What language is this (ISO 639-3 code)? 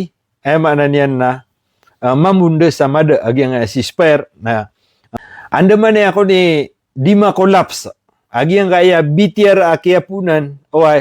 mrw